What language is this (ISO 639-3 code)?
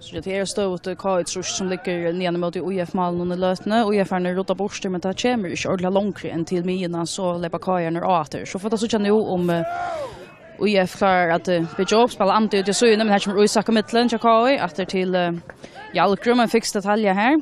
fao